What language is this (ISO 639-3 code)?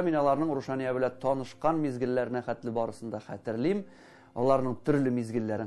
tat